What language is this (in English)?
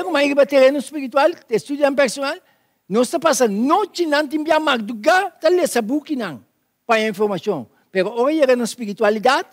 Papiamento